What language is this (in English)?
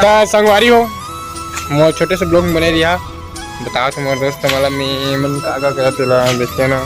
Chhattisgarhi